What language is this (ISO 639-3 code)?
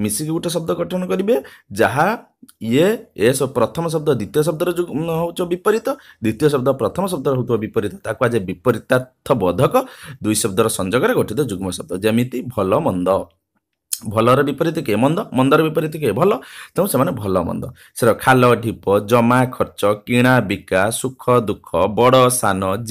ori